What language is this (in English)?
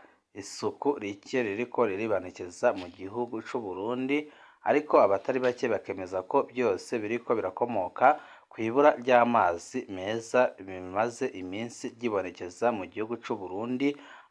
Rundi